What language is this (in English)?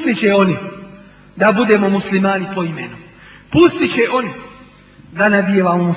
Bosnian